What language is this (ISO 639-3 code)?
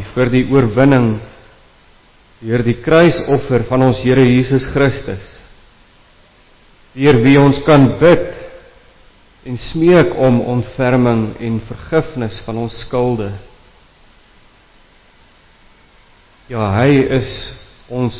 afr